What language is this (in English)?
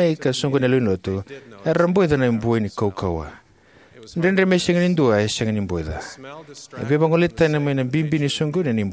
Fijian